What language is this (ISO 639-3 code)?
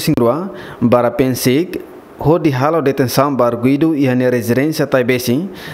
tet